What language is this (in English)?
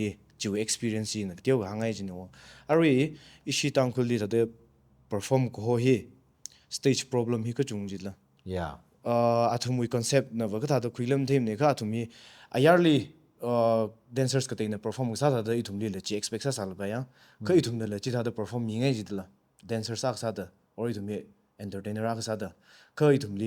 Tangkhul Naga (India)